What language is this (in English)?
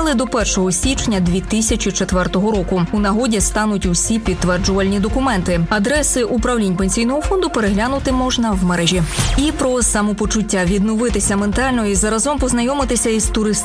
Ukrainian